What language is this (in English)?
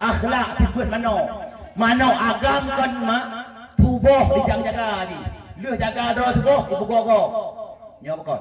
Achinese